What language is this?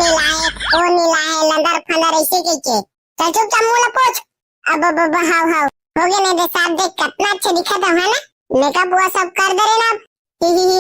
Chhattisgarhi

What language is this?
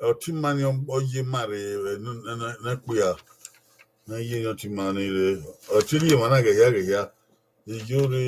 Bini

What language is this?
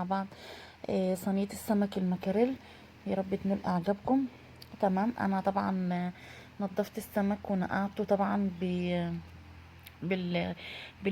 Egyptian Arabic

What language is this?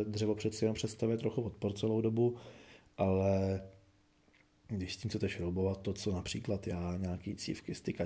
Czech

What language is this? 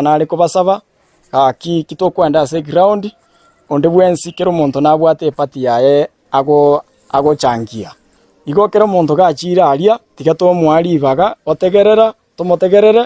Gusii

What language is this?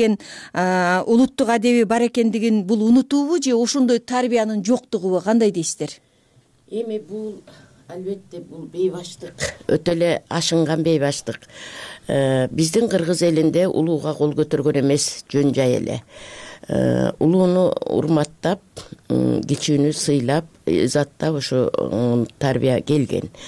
Kyrgyz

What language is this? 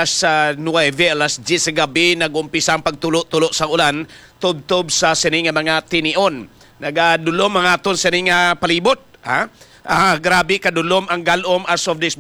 Hiligaynon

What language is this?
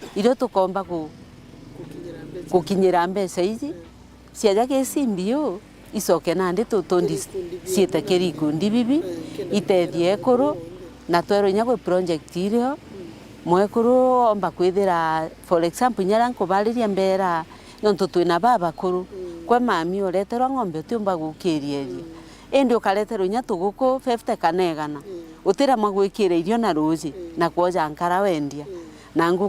Meru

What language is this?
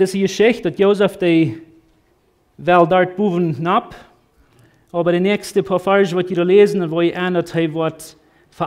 Plautdietsch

